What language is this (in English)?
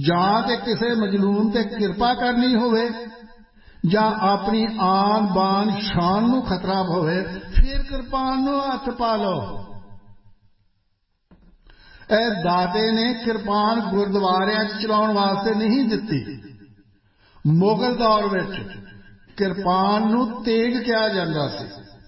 Punjabi